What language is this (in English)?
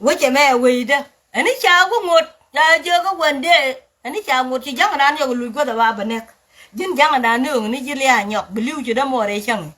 Nuer